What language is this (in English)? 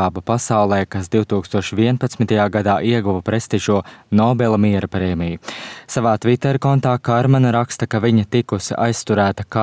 Latvian